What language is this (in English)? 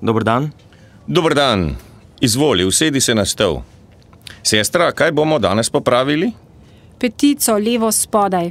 Slovenian